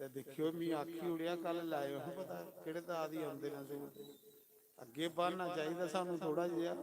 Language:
Dogri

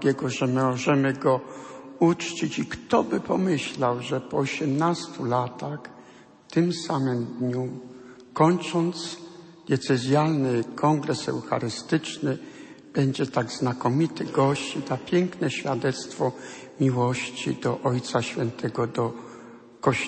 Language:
Polish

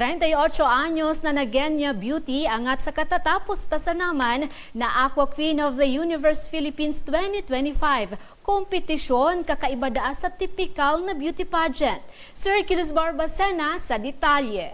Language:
Bikol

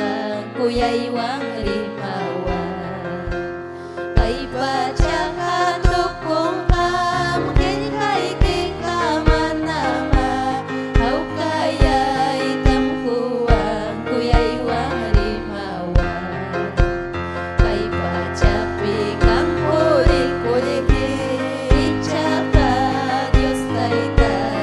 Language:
Ayacucho Quechua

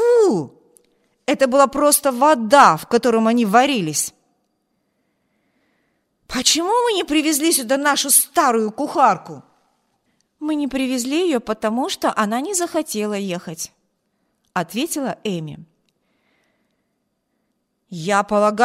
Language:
Russian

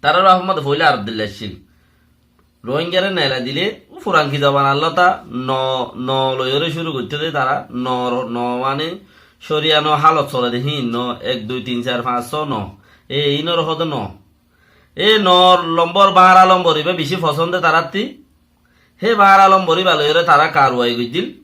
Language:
Rohingya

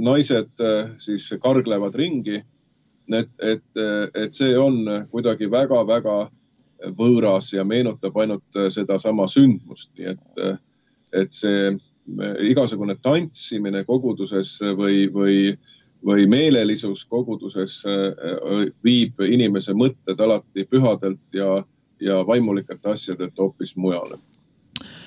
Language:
Estonian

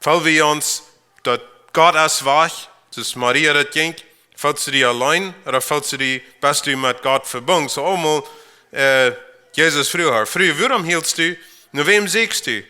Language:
Plautdietsch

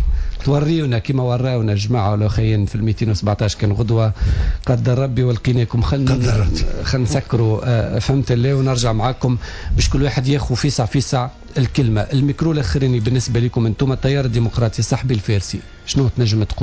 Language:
Tunisian Arabic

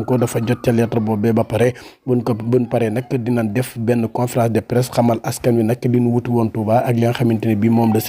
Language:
Wolof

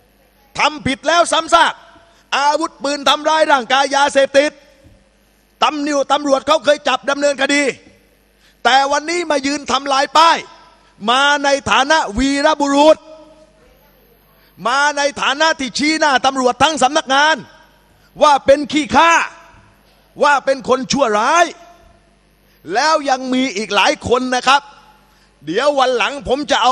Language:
Thai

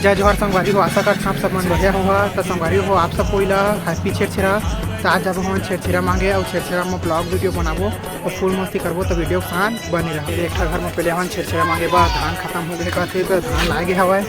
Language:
Chhattisgarhi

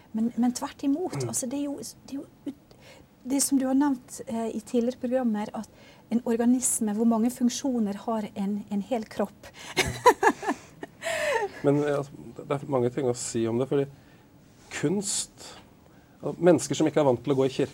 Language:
Norwegian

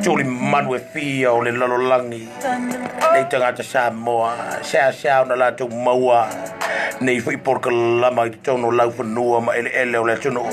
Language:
Samoan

